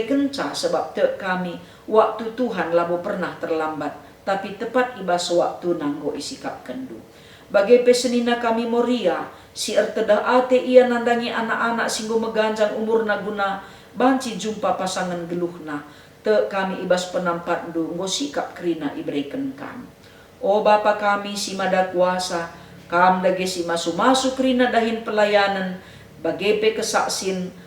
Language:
Batak Karo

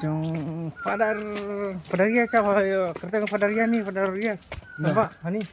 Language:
Khasi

